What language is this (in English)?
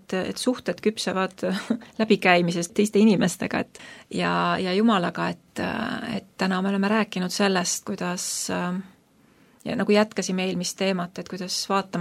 Estonian